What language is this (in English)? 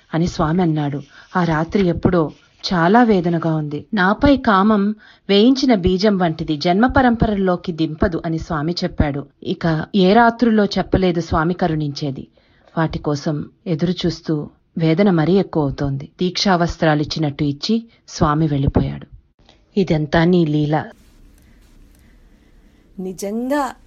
Telugu